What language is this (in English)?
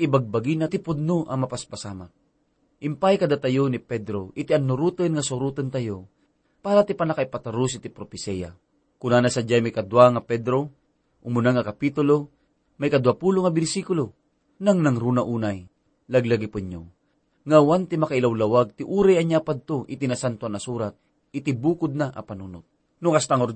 Iloko